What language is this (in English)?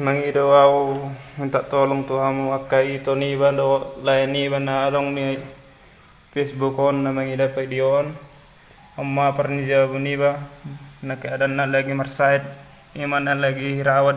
Batak Toba